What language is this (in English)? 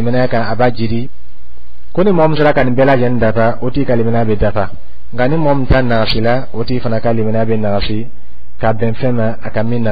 Dyula